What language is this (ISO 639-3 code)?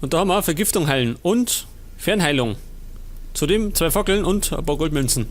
bar